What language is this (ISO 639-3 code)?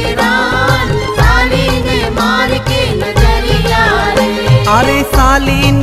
bho